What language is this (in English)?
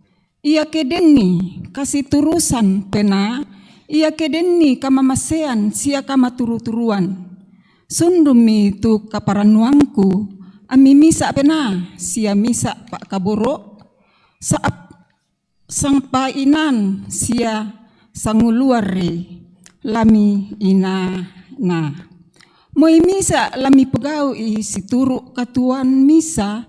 Toraja-Sa'dan